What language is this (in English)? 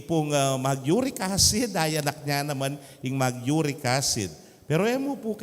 Pampanga